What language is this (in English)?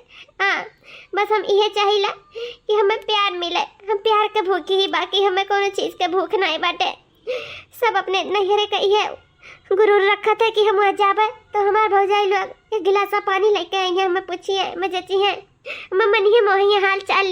Awadhi